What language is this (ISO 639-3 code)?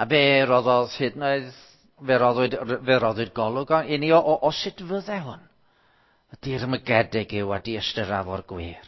cym